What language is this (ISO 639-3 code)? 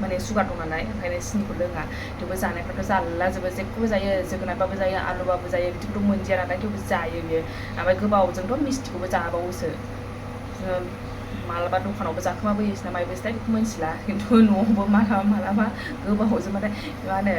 brx